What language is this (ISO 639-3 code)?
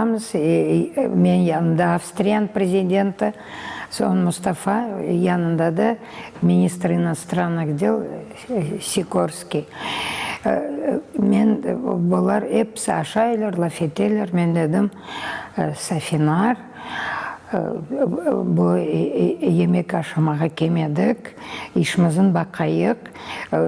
crh